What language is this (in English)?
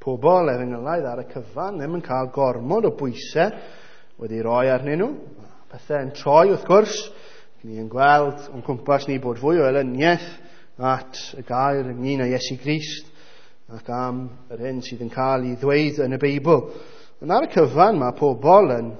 Welsh